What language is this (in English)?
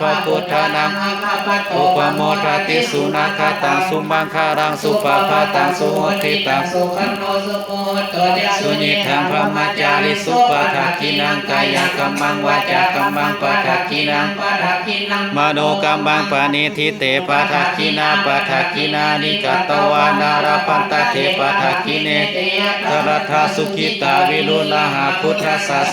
Pali